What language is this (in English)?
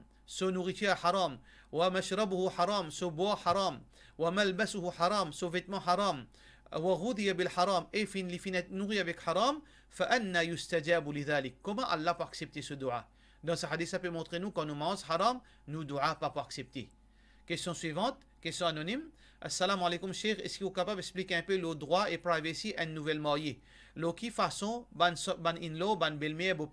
Morisyen